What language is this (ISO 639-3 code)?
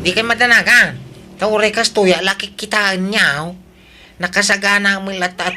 ilo